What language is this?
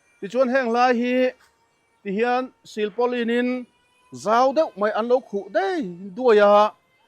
Mizo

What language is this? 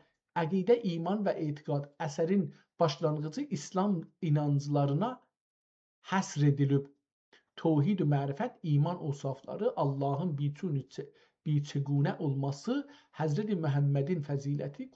South Azerbaijani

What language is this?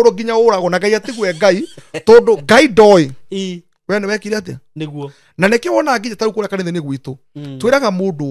Kikuyu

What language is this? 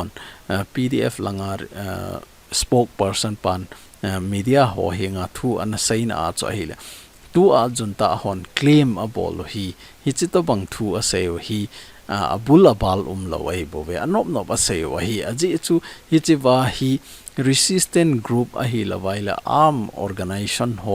Thado Chin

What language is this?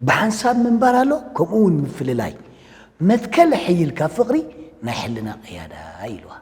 Tigrinya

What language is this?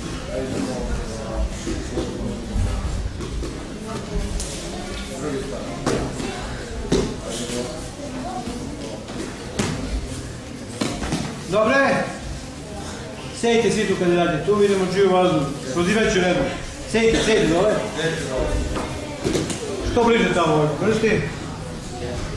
Serbian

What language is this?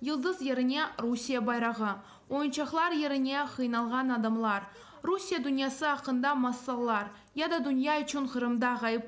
Crimean Tatar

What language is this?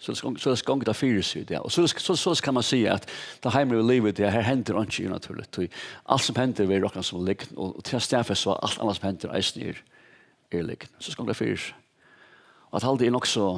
Faroese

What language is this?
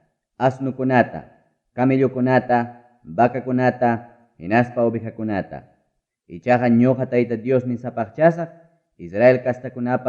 Ayacucho Quechua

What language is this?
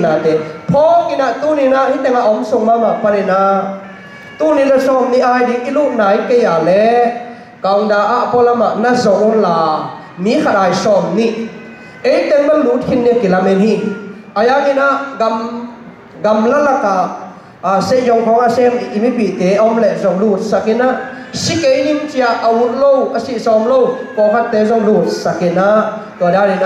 Tedim Chin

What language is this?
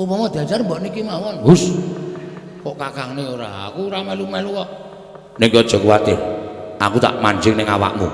Javanese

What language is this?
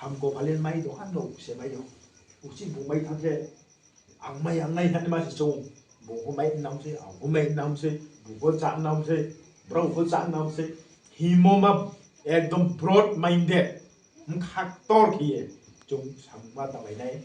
Riang (India)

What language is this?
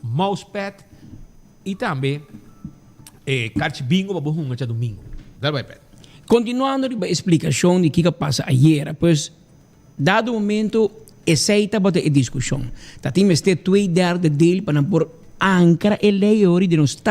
Papiamento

